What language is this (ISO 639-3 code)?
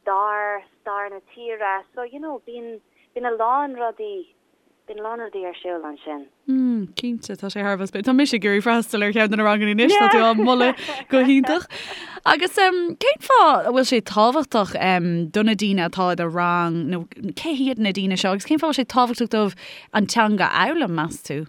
gle